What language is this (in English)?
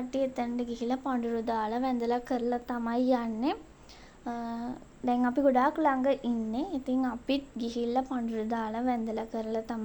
Sinhala